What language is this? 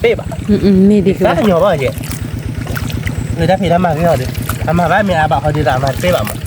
S'gaw Karen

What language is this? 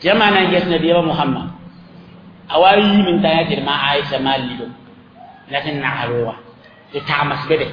Mossi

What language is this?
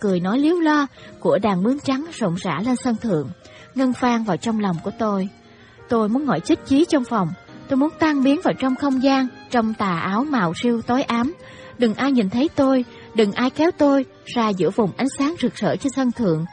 Vietnamese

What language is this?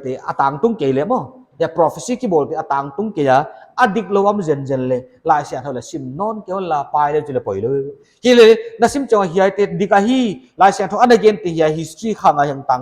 Paite Chin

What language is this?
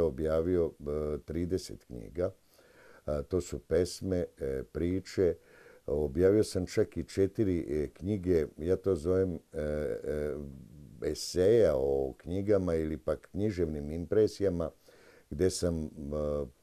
Serbian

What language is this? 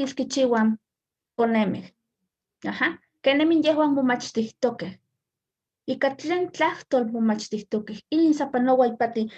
Eastern Huasteca Nahuatl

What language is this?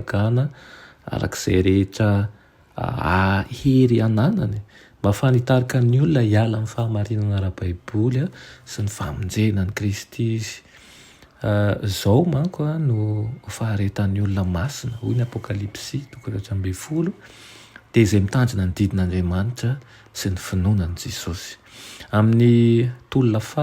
Malagasy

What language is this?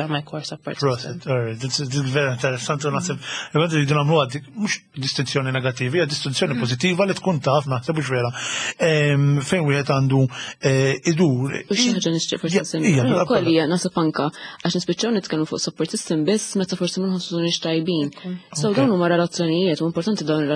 Maltese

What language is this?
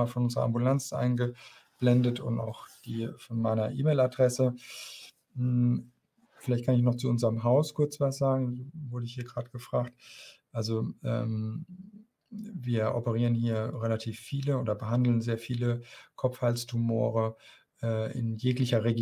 German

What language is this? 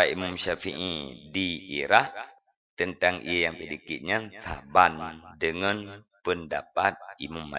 Achinese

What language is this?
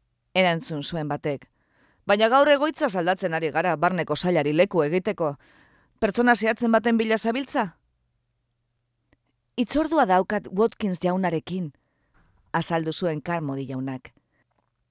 Basque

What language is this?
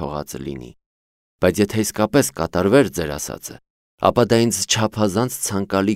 Armenian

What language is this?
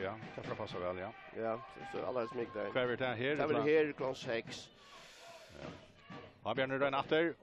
Faroese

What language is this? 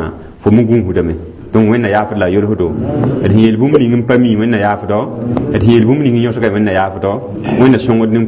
Mossi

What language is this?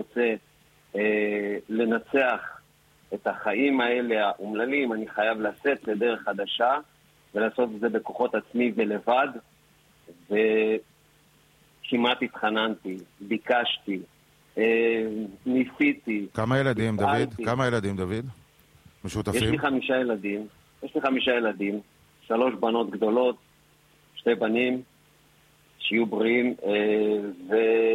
Hebrew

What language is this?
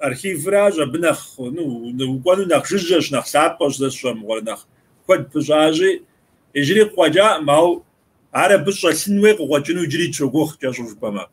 Kabardian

